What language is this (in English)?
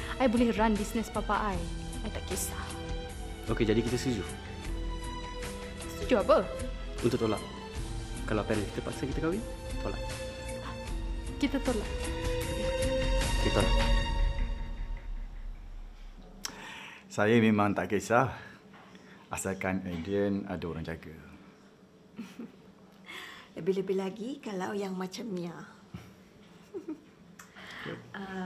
Malay